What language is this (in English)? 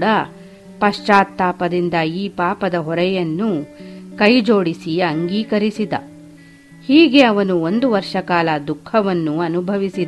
Kannada